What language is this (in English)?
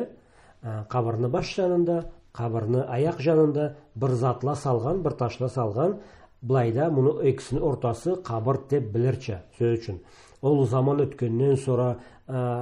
Karachay-Balkar